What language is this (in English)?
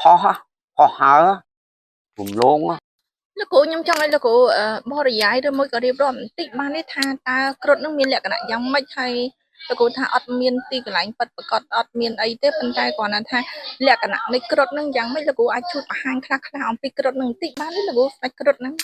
Khmer